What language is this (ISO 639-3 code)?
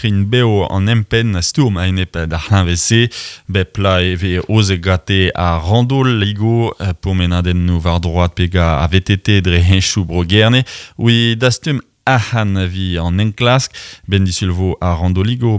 bre